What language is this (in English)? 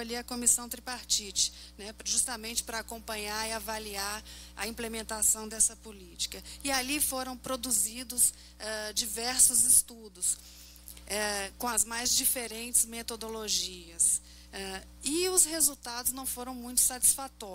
Portuguese